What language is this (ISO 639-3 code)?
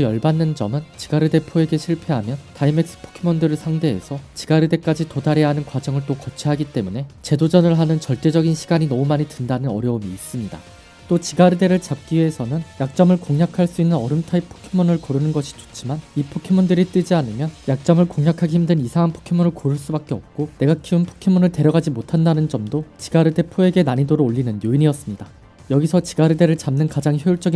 kor